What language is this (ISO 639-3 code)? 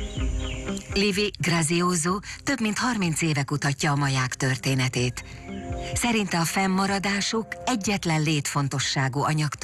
hun